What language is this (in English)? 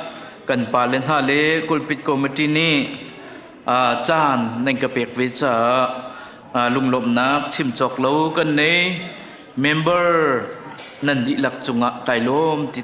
Hakha Chin